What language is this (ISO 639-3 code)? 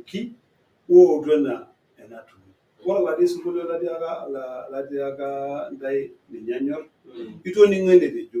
mas